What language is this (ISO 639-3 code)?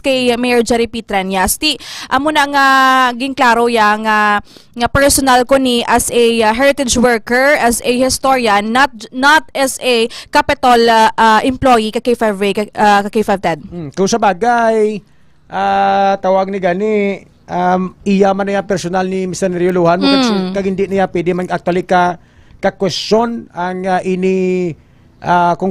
hil